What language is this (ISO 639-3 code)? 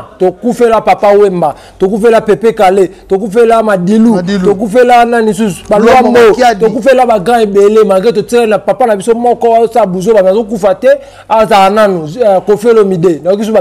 lin